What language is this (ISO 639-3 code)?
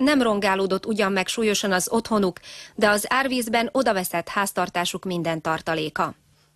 hun